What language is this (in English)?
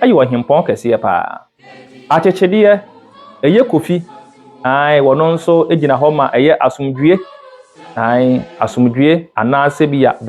Akan